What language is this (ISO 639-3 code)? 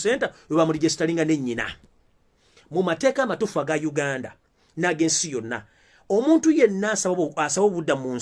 lug